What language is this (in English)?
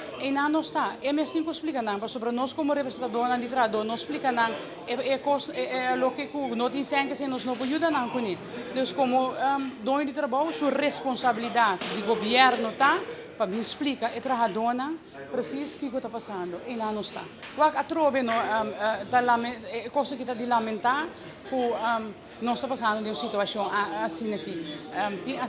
Papiamento